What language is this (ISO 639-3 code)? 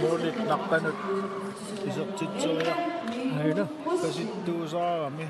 kal